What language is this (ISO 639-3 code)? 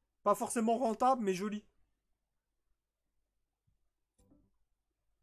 fra